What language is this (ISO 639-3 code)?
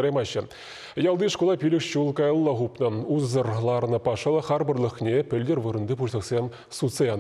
chv